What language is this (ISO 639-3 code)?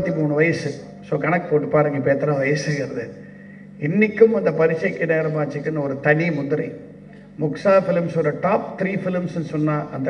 tam